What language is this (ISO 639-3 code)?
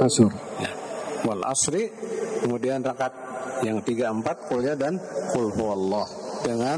ind